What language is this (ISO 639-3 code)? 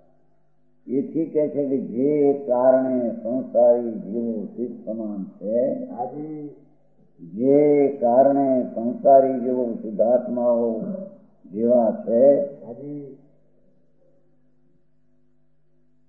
guj